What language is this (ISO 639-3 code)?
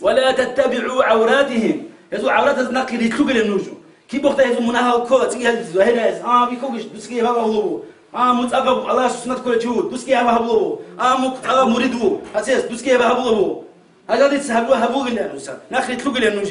ava